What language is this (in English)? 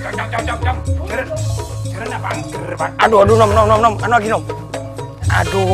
Madurese